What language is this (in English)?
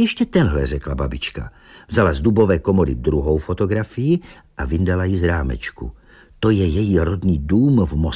Czech